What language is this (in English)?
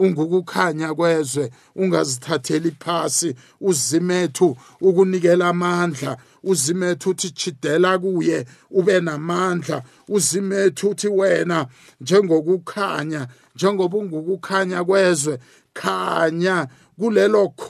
South Ndebele